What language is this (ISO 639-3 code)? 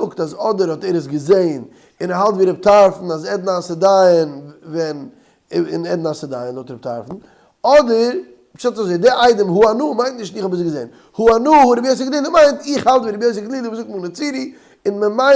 yid